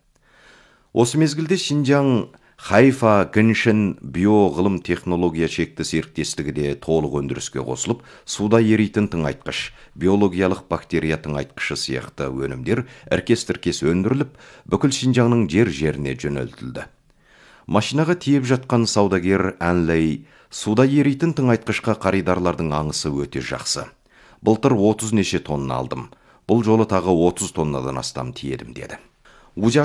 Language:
Kazakh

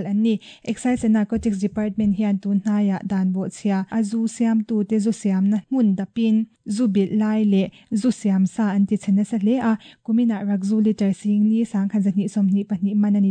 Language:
Mizo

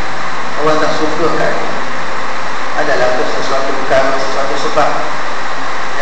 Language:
Malay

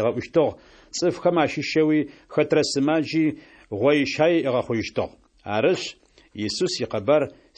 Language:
Adyghe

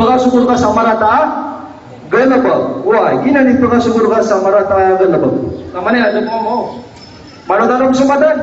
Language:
Maranao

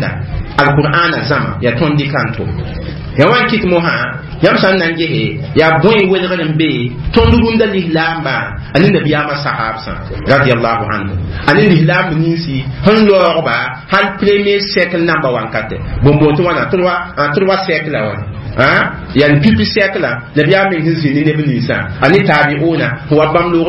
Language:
Mossi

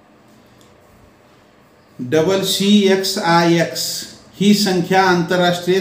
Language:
Marathi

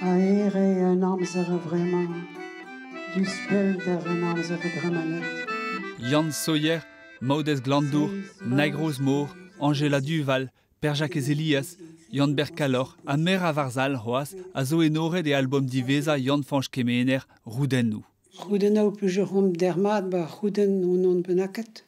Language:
Breton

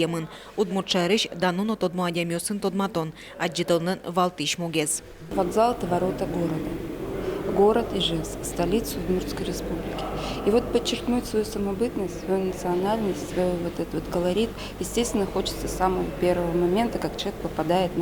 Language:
Udmurt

